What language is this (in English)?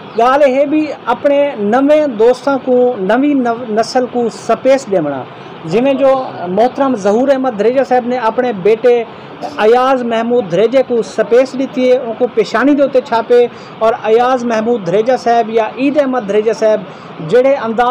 Saraiki